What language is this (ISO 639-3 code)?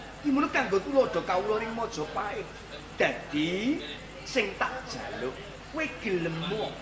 jav